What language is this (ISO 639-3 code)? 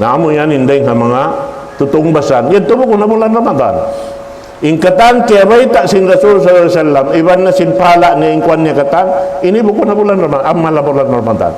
tsg